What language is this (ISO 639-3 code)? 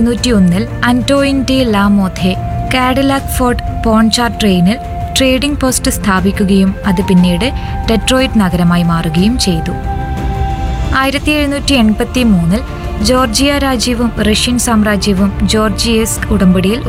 mal